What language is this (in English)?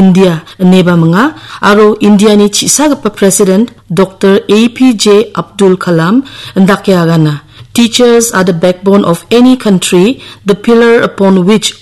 Garo